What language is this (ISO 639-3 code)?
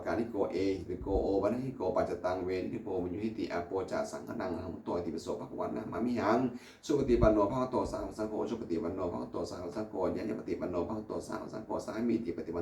pli